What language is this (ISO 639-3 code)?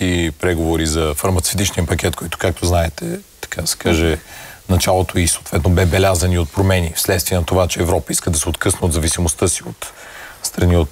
bul